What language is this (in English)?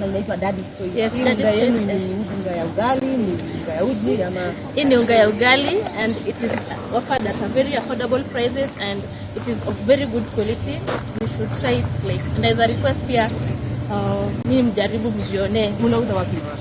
Kikuyu